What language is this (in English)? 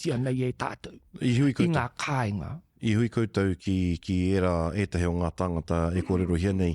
Māori